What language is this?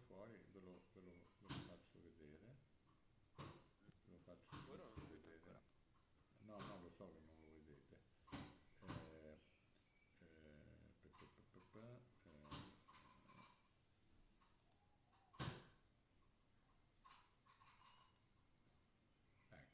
Italian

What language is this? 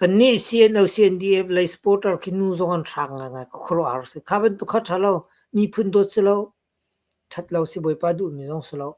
Hakha Chin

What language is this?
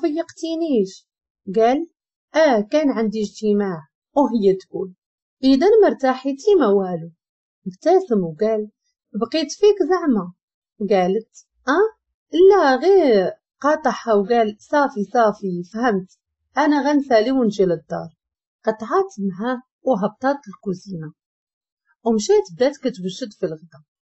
Moroccan Arabic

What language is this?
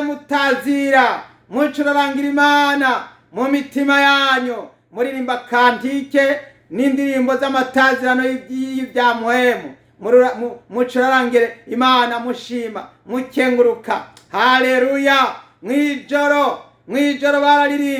Rundi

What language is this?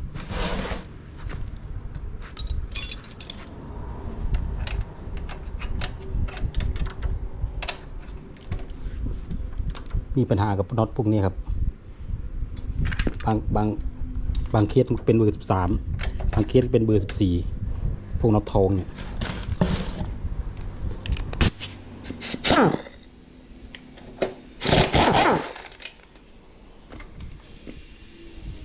Thai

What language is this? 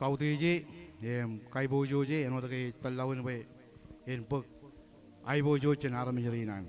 Marshallese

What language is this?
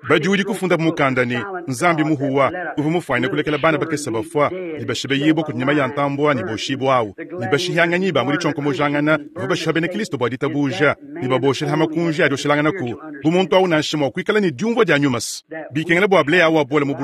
Luba-Lulua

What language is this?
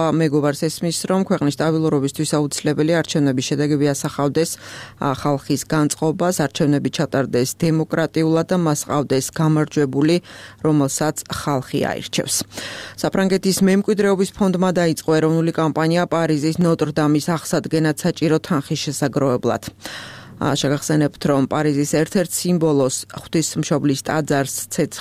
Georgian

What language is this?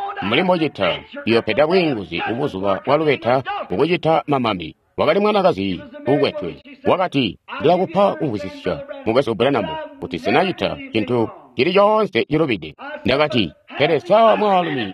Tonga (Zambia)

